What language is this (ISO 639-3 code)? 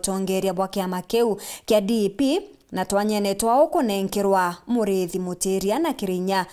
mer